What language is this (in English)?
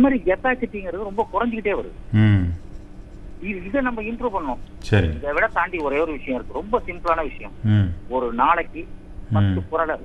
Tamil